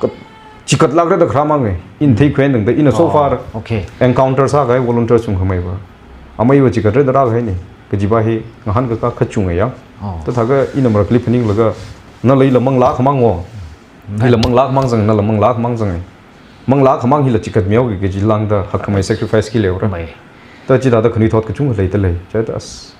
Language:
Tangkhul Naga (India)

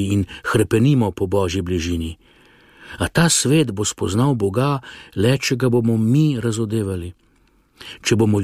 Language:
Slovenian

